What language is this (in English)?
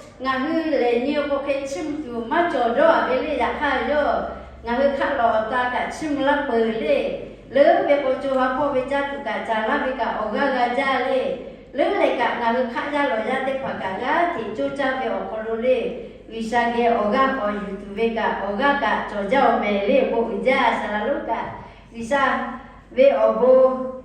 Lahu